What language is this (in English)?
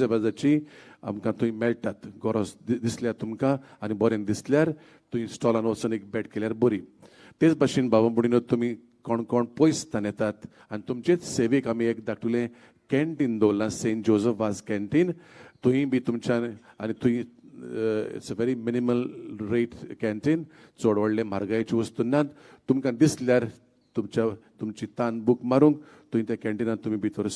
Konkani